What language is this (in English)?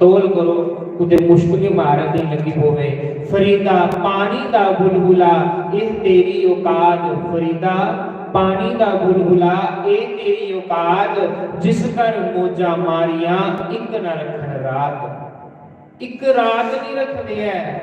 Dogri